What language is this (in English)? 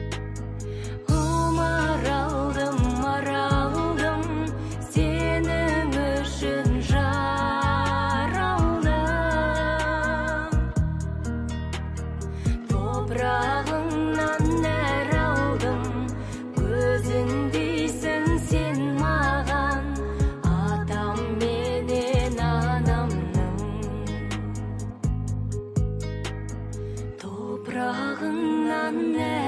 Kazakh